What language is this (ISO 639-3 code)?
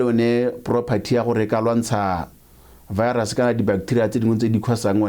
tsn